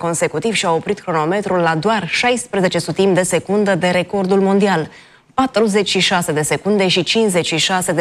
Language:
Romanian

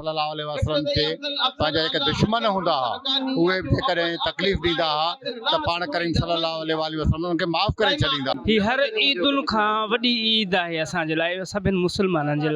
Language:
Sindhi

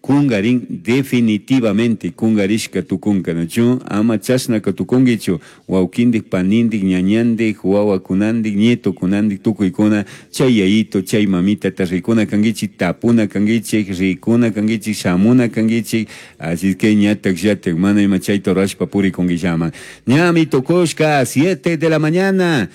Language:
Chimborazo Highland Quichua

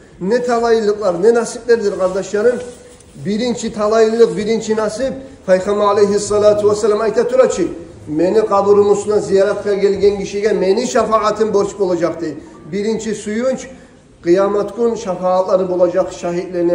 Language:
Kumyk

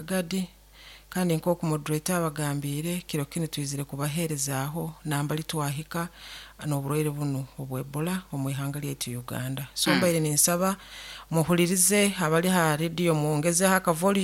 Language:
Nyoro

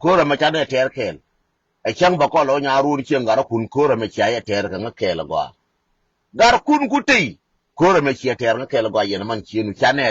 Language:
Nuer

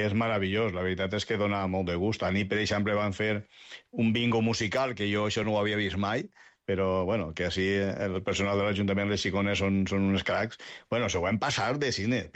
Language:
Catalan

